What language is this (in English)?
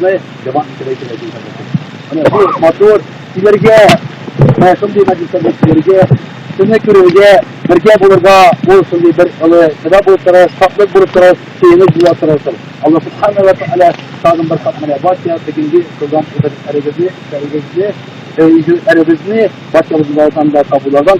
Tatar